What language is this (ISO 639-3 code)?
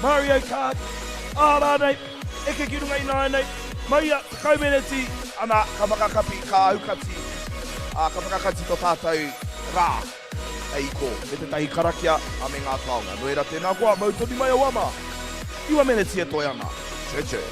mri